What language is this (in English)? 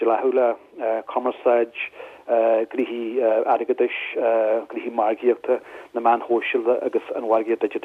Irish